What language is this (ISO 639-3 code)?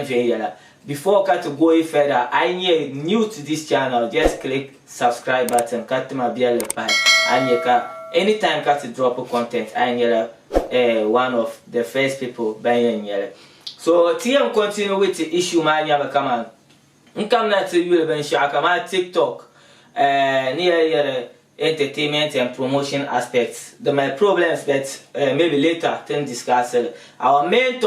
dag